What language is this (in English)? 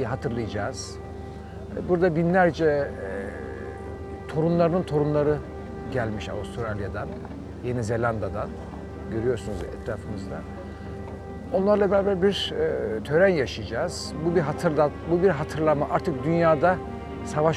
Turkish